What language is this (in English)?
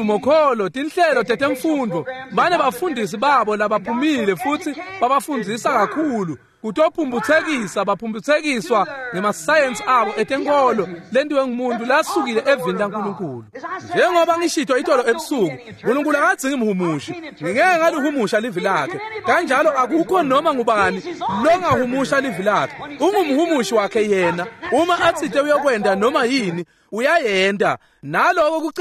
Swati